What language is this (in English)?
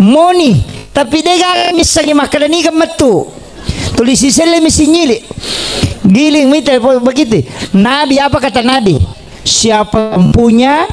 Buginese